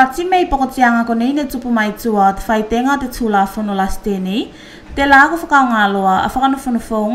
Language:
Tuvalu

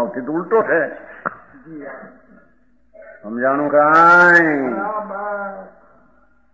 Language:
Gujarati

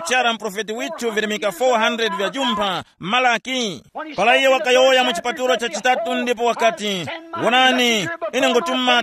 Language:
Tumbuka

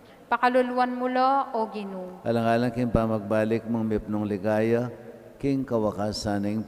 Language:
Pampanga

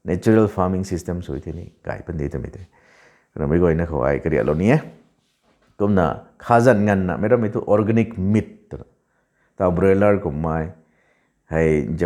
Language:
Rongmei Naga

